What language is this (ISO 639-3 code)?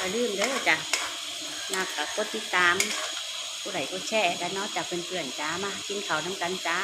tts